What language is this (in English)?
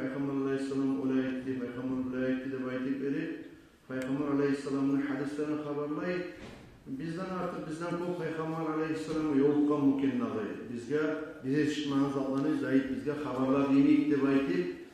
Kumyk